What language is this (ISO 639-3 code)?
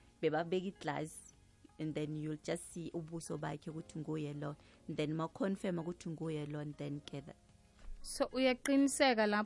nbl